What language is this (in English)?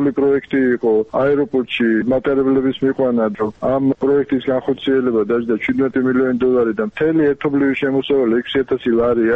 Georgian